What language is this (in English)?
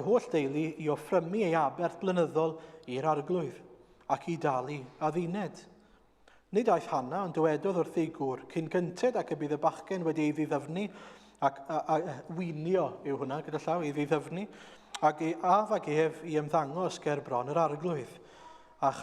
Welsh